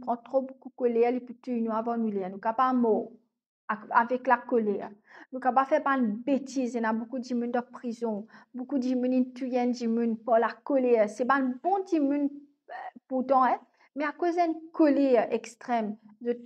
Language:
Morisyen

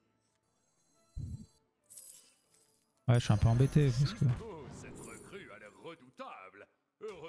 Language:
French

